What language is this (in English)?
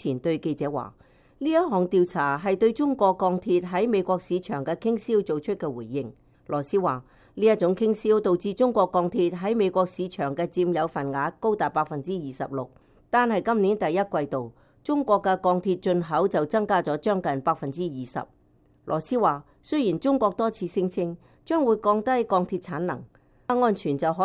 Cantonese